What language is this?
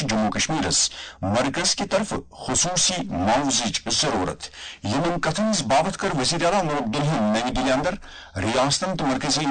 Kashmiri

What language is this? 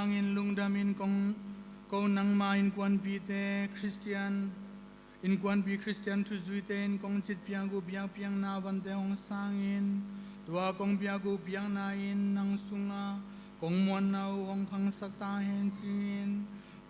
Tedim Chin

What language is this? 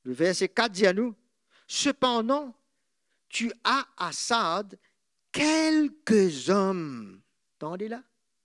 Morisyen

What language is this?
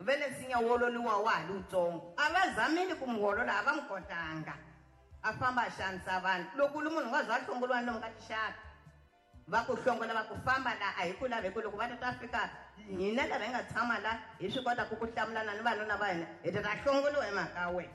Tsonga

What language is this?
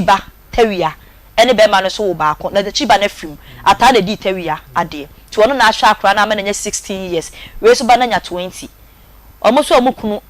Akan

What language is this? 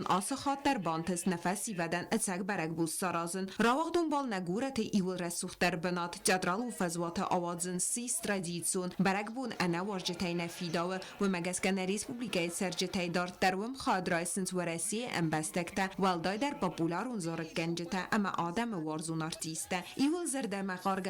Ossetic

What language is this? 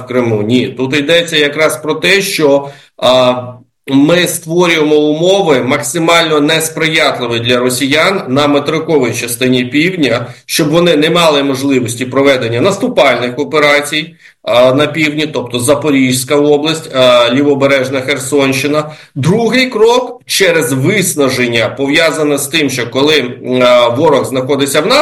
Ukrainian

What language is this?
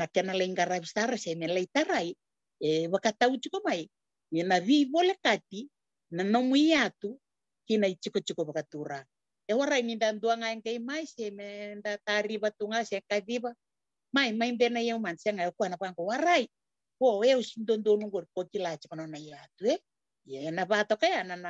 Fijian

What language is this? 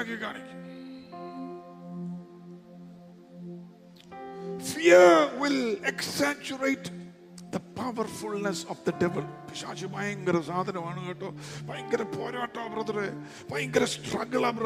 Malayalam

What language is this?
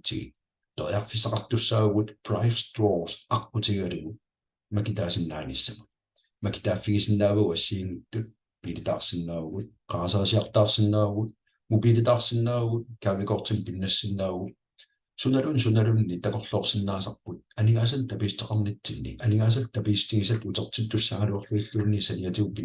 Kalaallisut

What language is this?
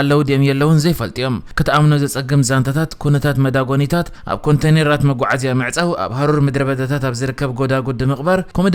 Tigrinya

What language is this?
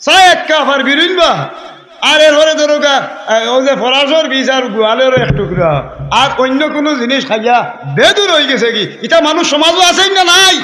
Sylheti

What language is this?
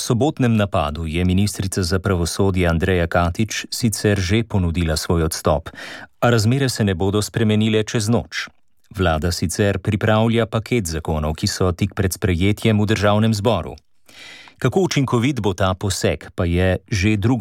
Slovenian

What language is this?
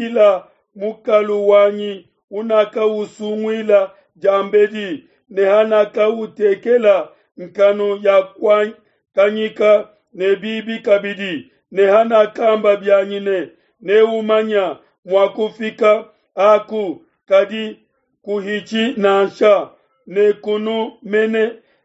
Luba-Lulua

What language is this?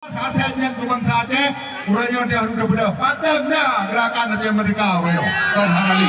Achinese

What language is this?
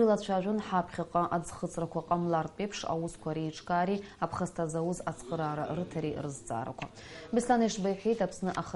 Abkhazian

